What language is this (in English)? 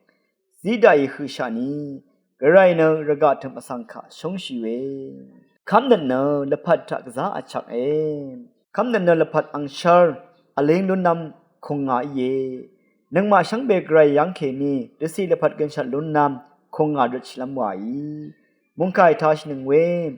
Rawang